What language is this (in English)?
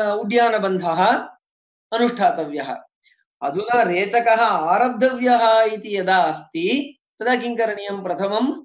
Sanskrit